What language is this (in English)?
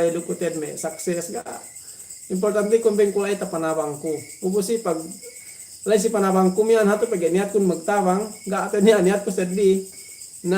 Yakan